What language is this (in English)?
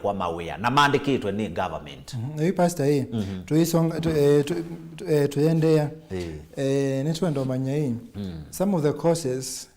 Kamba